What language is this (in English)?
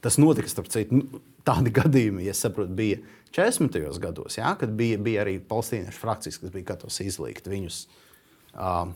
Latvian